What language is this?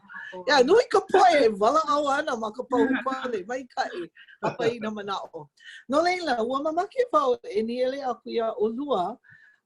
Hawaiian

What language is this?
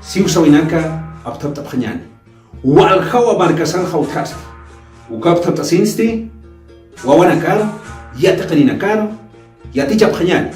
Aymara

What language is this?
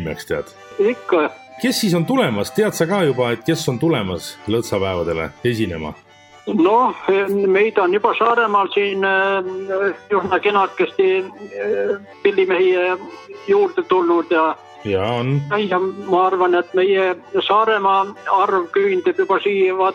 Estonian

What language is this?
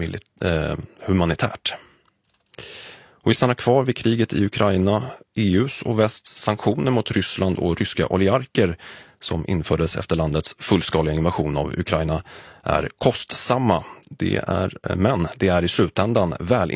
Swedish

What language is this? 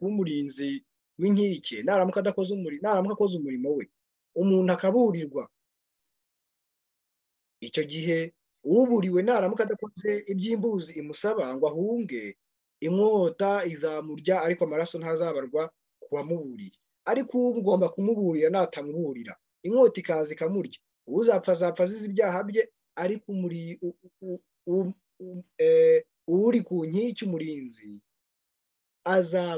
Kinyarwanda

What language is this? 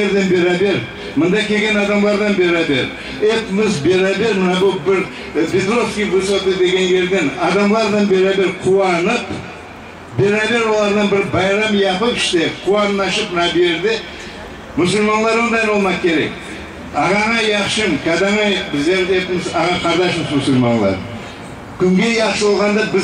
Crimean Tatar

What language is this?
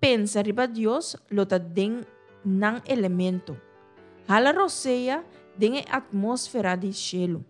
Papiamento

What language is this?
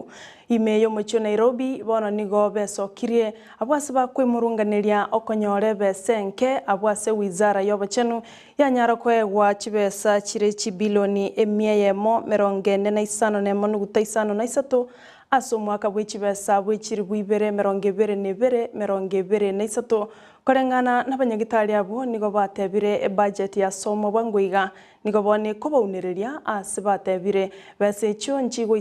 Gusii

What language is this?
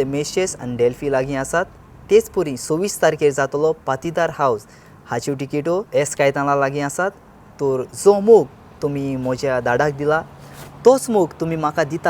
Konkani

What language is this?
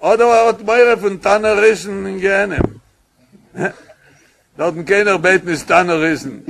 Yiddish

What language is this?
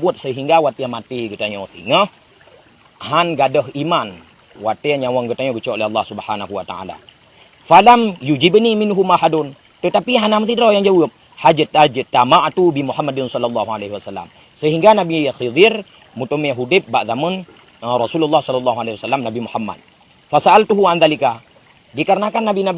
Achinese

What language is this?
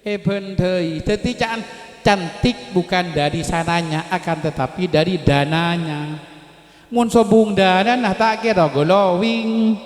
Madurese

